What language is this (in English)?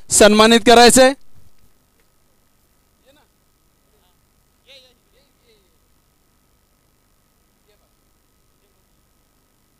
Marathi